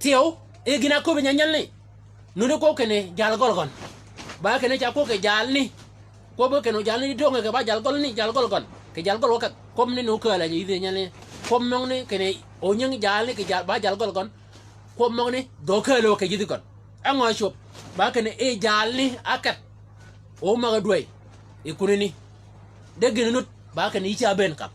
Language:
Shilluk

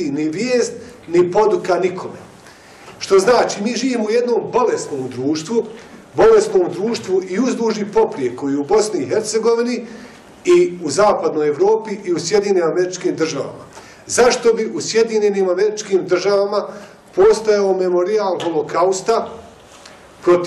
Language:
Bosnian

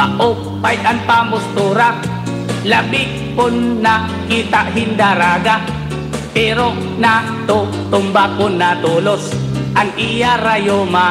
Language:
Waray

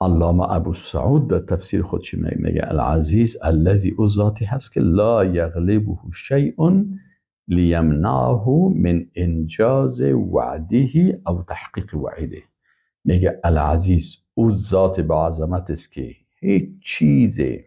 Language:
Persian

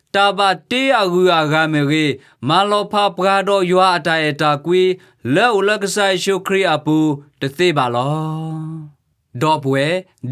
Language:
S'gaw Karen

